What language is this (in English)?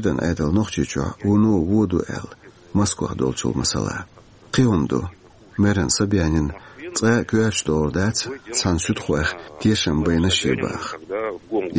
Chechen